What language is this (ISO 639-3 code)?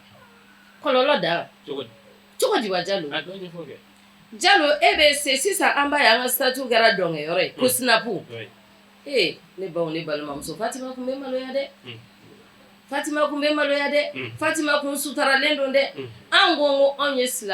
bam